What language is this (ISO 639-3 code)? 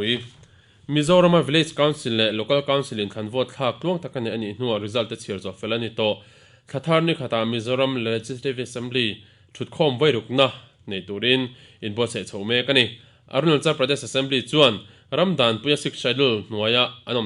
lus